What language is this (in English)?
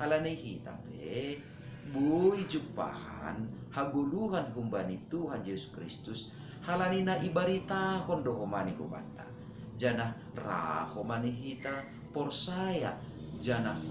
Batak Simalungun